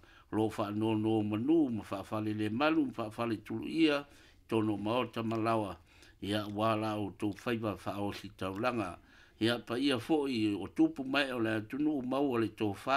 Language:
Samoan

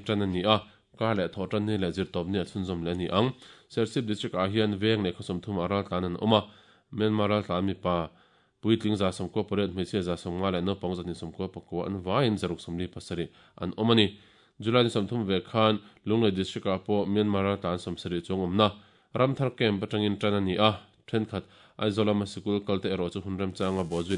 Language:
Mizo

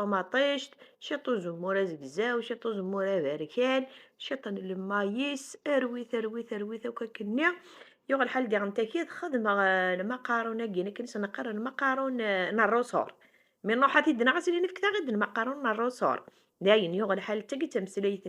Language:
Kabyle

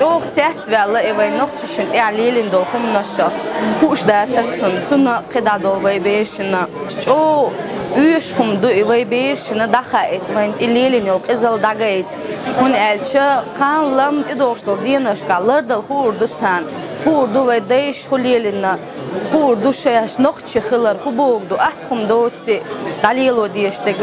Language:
Chechen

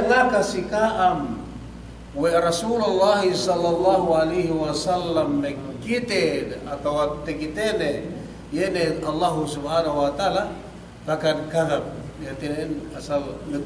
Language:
Yakan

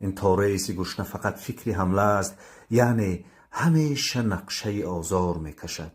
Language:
Tajik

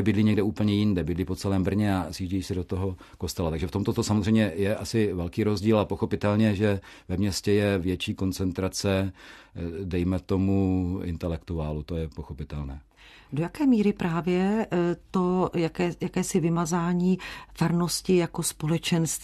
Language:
Czech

